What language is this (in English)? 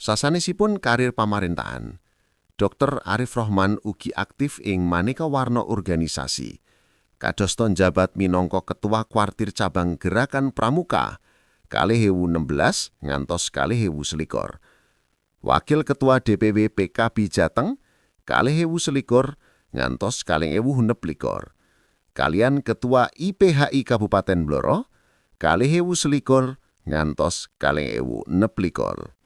Javanese